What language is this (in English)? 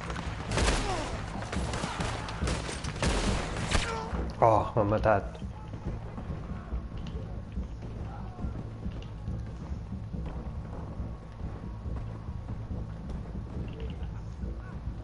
Catalan